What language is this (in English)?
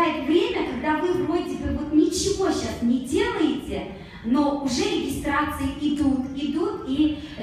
Russian